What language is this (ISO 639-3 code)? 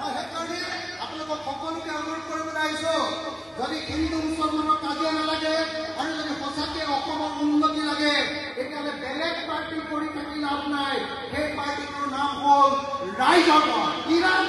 asm